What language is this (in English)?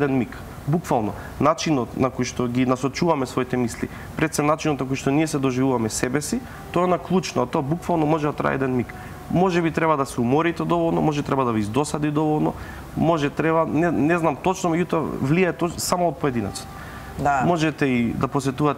Macedonian